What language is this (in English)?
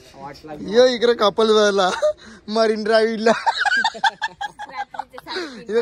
Marathi